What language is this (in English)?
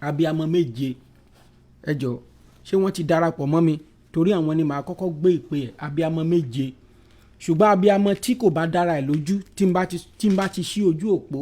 Yoruba